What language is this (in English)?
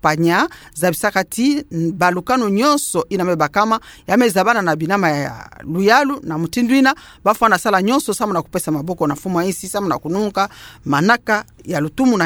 Kituba (Democratic Republic of Congo)